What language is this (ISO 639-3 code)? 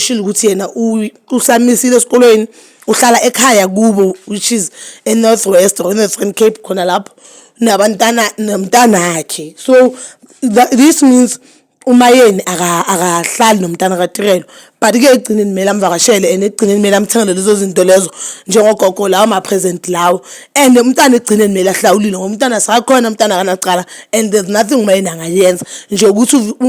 zul